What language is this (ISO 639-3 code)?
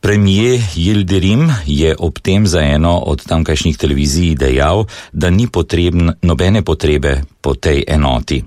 slv